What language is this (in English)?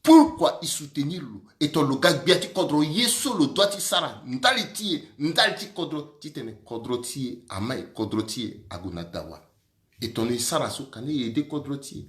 Sango